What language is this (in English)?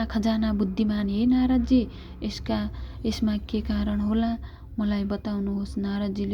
Nepali